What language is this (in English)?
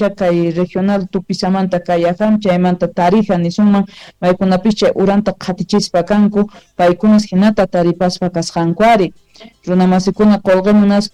South Bolivian Quechua